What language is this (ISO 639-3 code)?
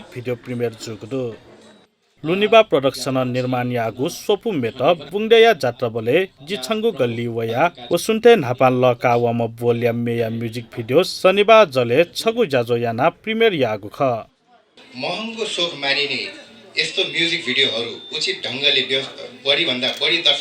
new